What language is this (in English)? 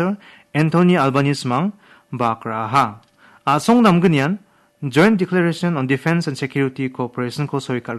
Garo